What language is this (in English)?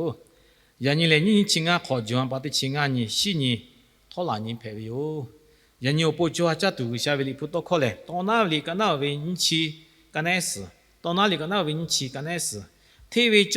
Lahu